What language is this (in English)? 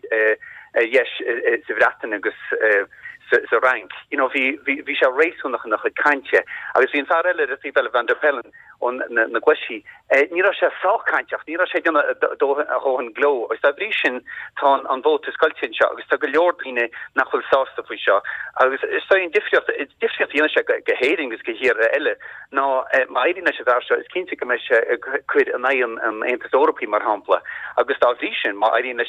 Irish